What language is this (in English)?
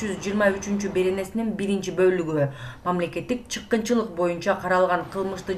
Kyrgyz